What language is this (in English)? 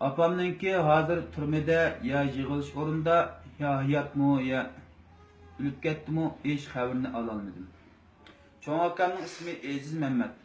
Uyghur